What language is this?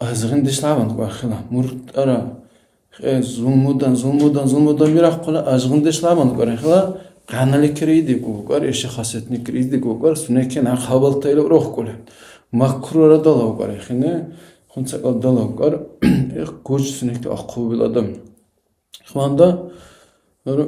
Dargwa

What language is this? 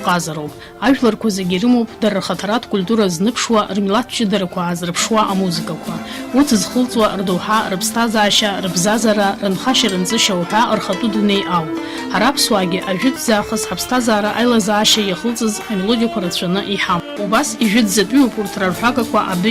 Abkhazian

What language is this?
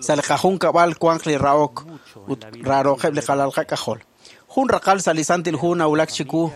Kekchí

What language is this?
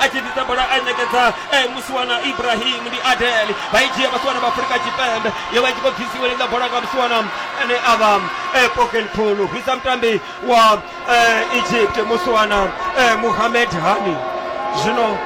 Venda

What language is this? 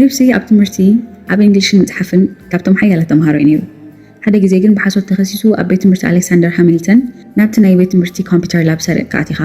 Tigrinya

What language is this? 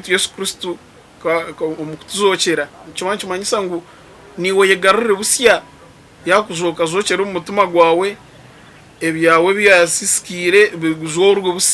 Nyankole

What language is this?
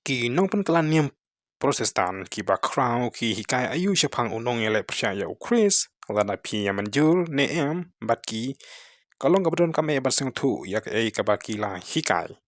Khasi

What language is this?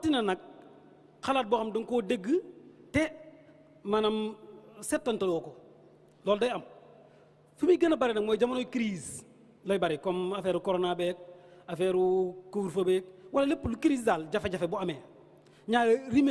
Wolof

